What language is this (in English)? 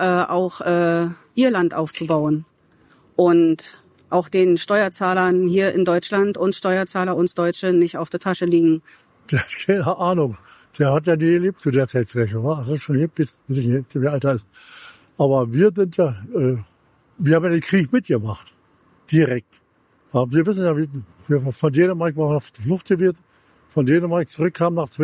German